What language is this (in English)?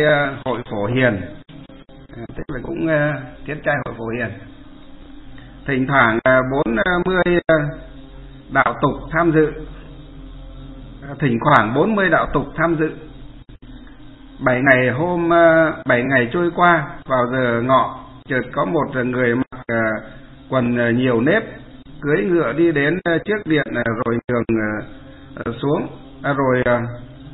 Vietnamese